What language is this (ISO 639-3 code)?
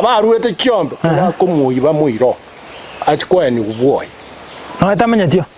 guz